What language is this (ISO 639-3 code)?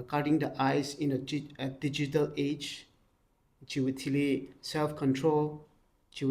nmf